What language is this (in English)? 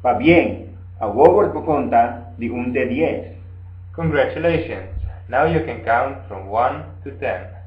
Papiamento